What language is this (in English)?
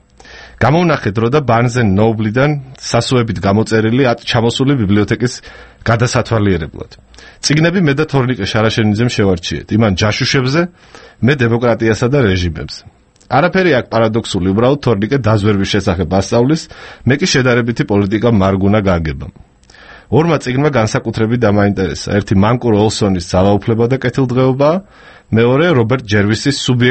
Georgian